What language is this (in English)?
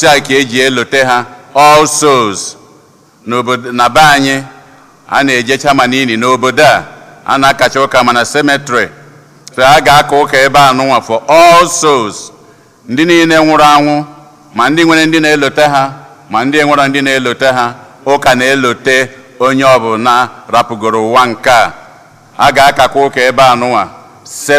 Igbo